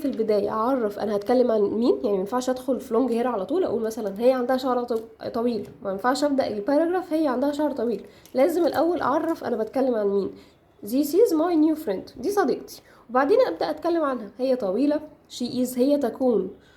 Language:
Egyptian Arabic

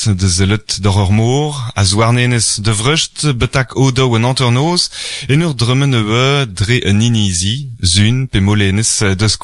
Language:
Breton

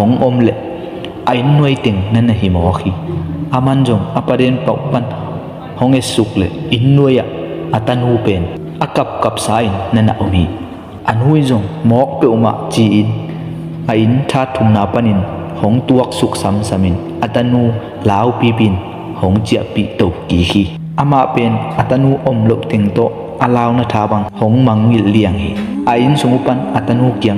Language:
Tedim Chin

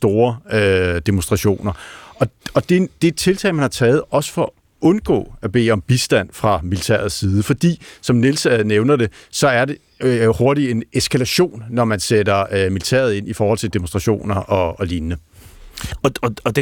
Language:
Danish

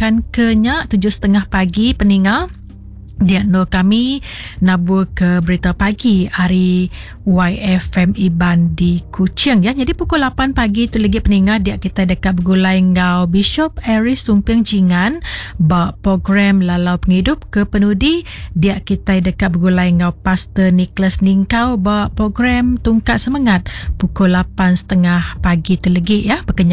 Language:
Iban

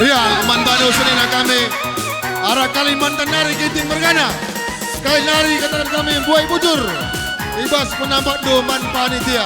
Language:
Batak Karo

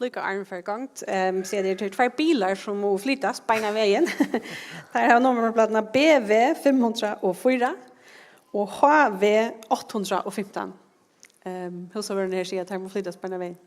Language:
Faroese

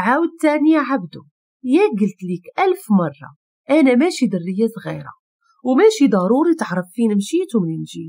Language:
Moroccan Arabic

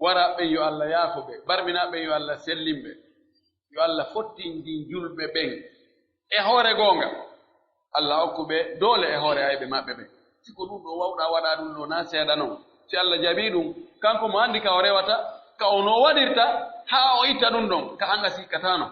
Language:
Pular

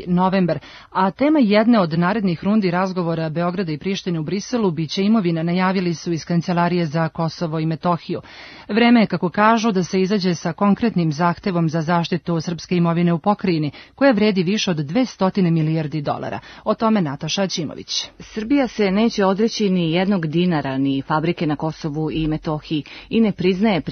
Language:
Serbian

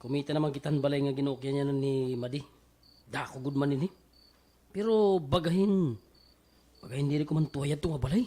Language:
Waray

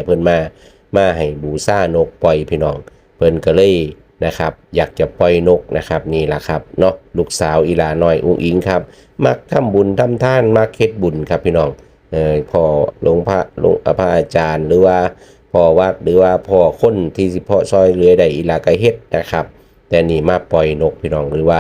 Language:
Northeastern Thai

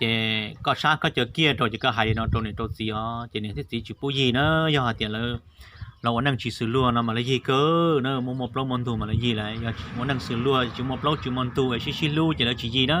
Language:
Hmong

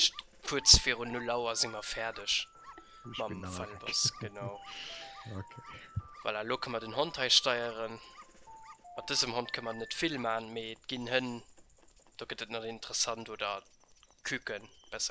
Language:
Luxembourgish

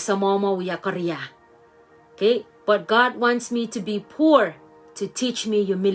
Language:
Pohnpeian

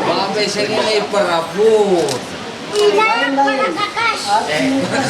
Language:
Ma'anyan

